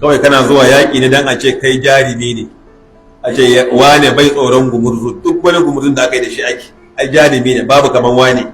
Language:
Hausa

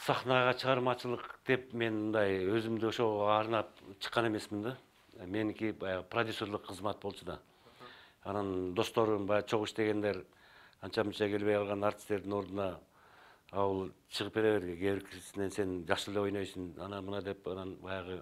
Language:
Kyrgyz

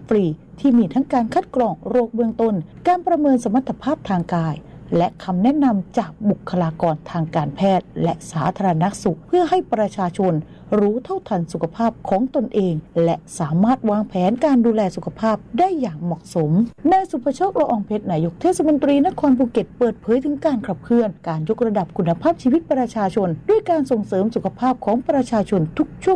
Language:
Thai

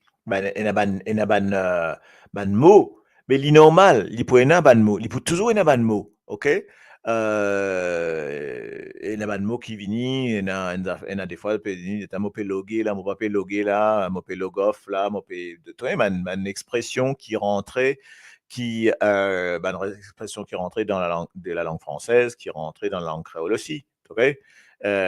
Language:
Morisyen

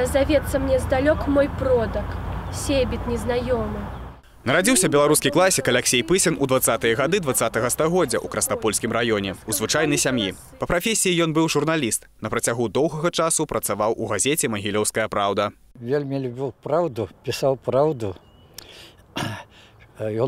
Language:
Belarusian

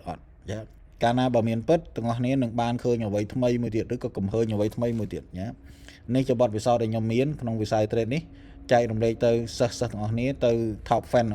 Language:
Khmer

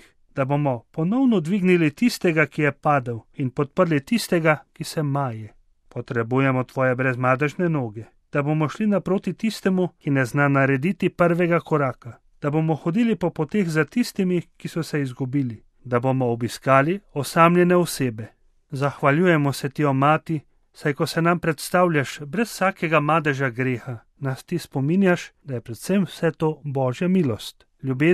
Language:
Slovenian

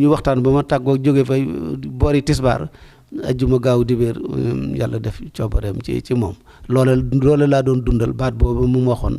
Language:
Wolof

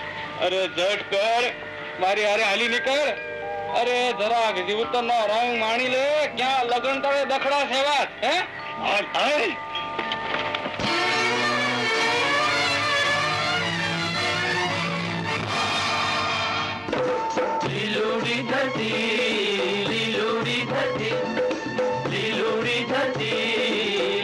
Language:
Gujarati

